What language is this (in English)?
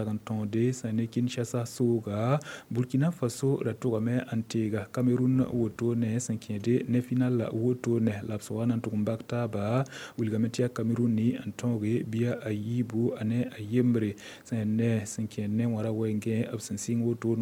Mossi